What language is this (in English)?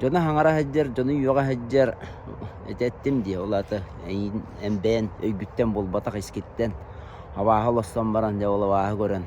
Yakut